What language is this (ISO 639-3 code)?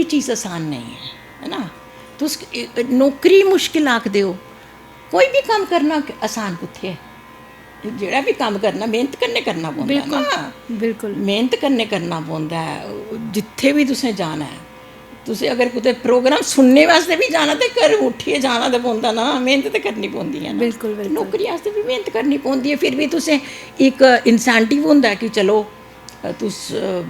doi